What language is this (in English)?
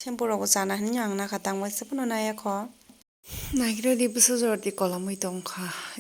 Kok Borok